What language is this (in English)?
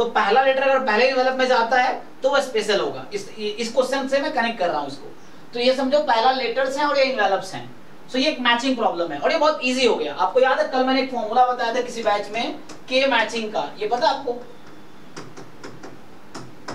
Hindi